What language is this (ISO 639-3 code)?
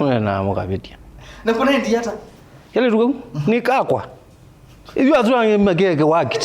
kam